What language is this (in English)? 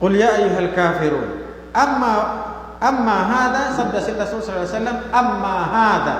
Tausug